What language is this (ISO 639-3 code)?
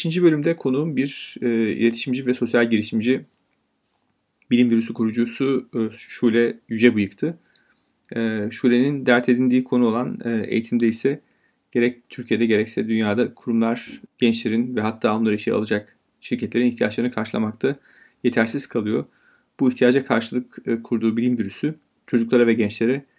tur